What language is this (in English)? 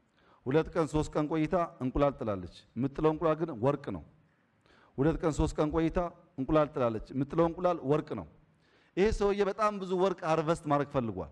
Amharic